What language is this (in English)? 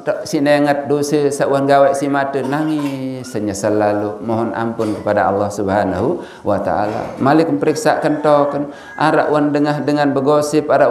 Sasak